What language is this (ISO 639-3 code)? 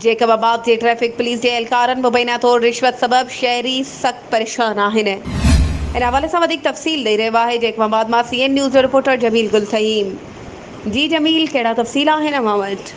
snd